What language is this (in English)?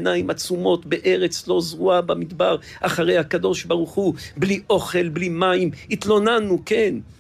Hebrew